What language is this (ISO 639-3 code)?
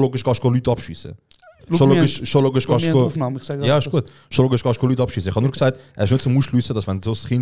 gsw